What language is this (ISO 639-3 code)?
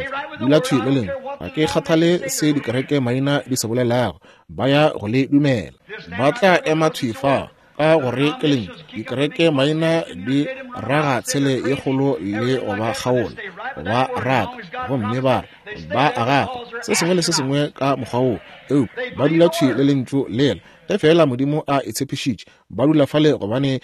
nso